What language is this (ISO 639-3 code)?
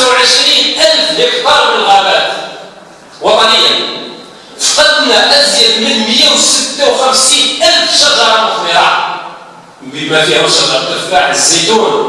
arq